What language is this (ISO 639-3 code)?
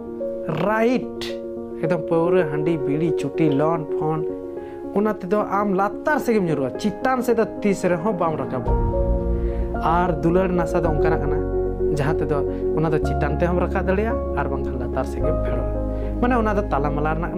sat